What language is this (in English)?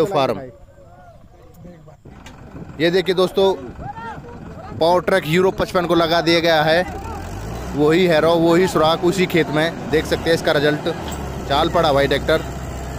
Hindi